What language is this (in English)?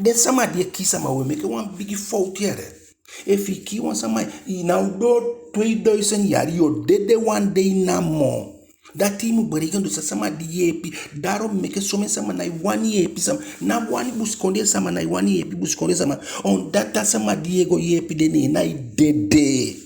Eastern Maroon Creole